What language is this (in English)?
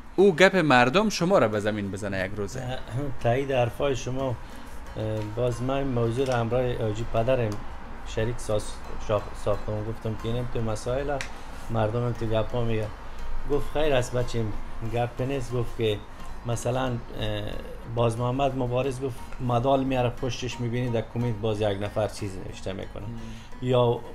Persian